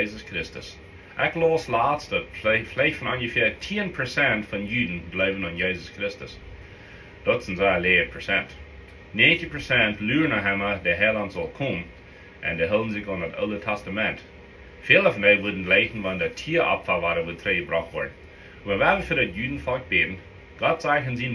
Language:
Plautdietsch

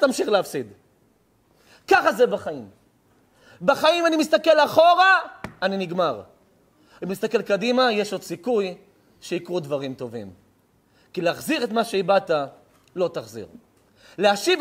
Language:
Hebrew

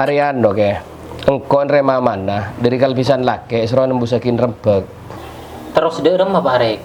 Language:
Madurese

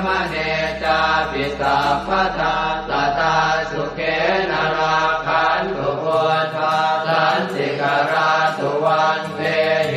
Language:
Pali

